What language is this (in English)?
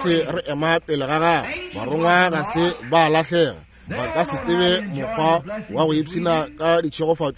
Northern Sotho